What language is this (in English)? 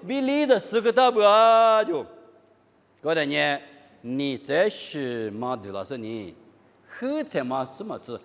Lisu